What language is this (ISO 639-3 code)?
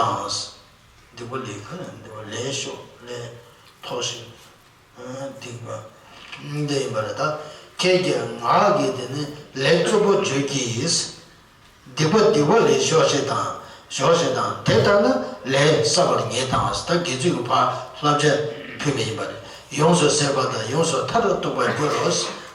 bod